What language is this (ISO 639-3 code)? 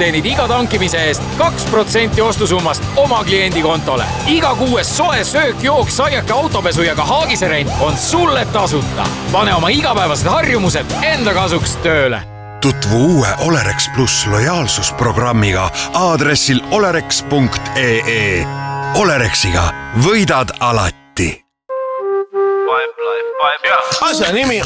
est